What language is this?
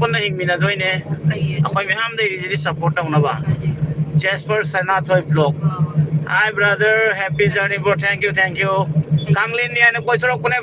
Manipuri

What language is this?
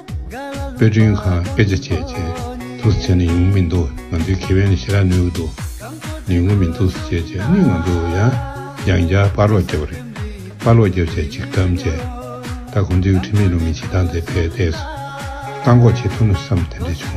Tibetan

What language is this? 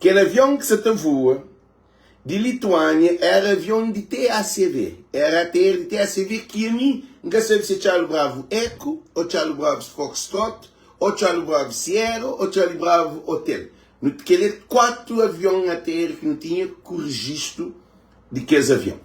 Kabuverdianu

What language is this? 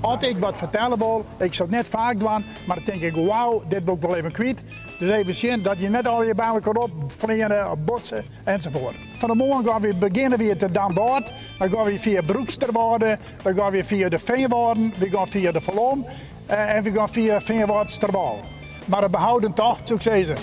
Western Frisian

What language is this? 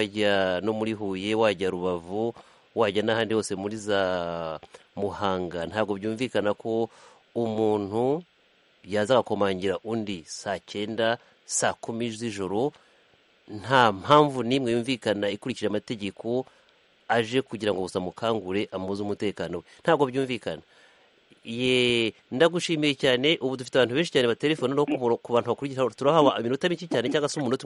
Kinyarwanda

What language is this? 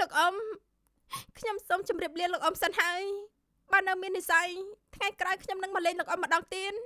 Khmer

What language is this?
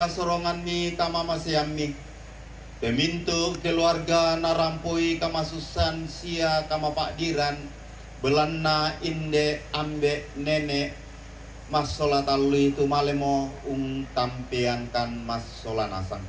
Toraja-Sa'dan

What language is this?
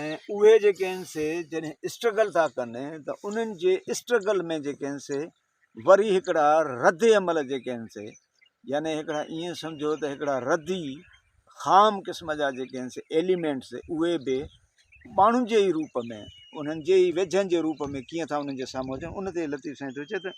Sindhi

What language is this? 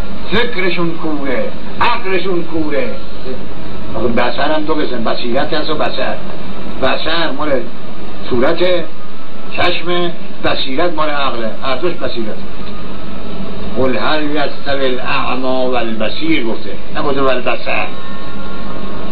Persian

